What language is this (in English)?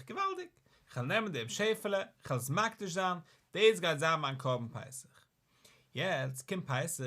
Yiddish